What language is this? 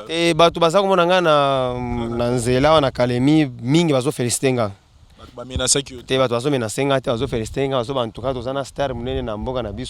Lingala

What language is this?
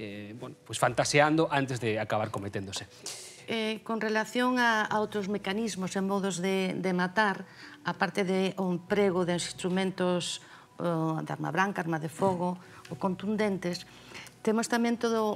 Galician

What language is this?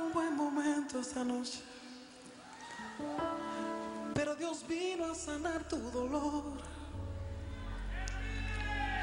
Spanish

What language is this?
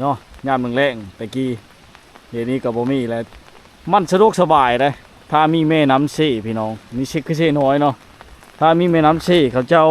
Lao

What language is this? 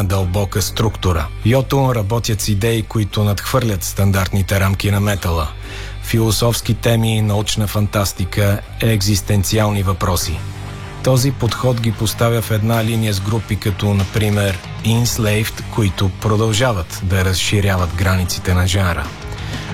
Bulgarian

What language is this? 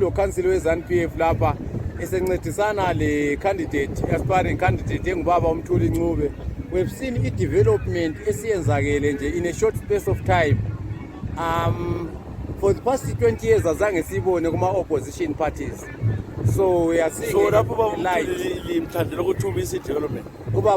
North Ndebele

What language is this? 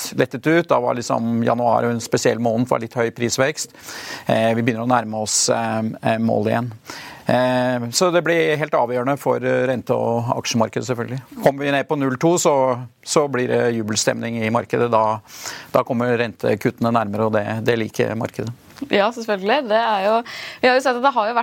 Norwegian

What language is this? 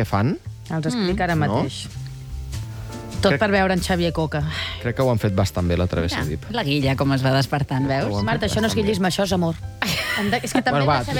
Catalan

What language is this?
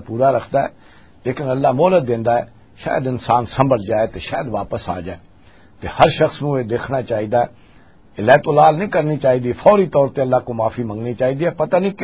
Western Panjabi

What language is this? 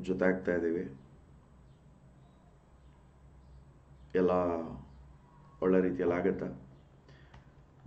Kannada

